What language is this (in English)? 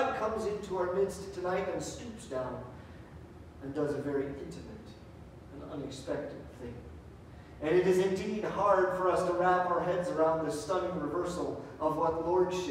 English